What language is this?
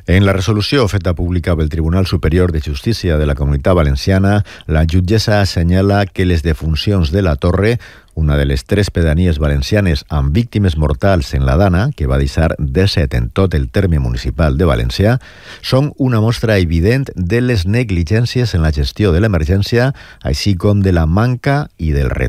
Catalan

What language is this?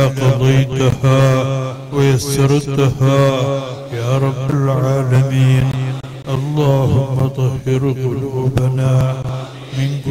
Malayalam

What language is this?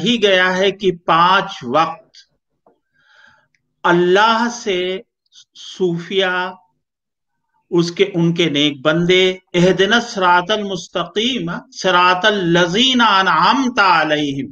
Urdu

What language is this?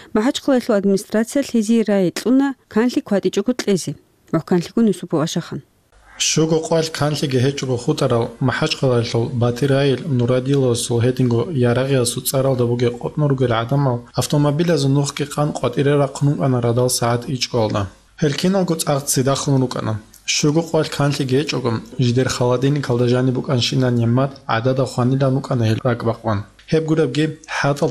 Avaric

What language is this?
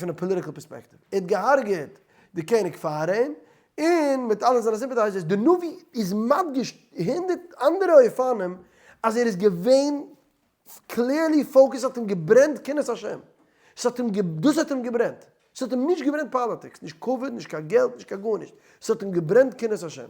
Yiddish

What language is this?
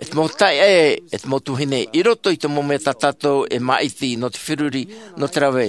Tahitian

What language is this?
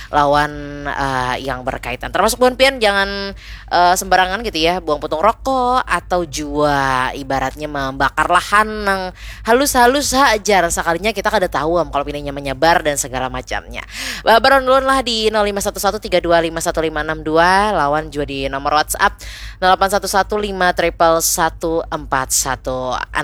Banjar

